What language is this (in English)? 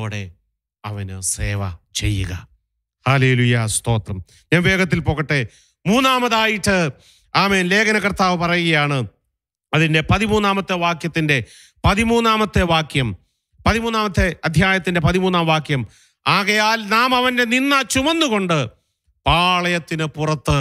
Malayalam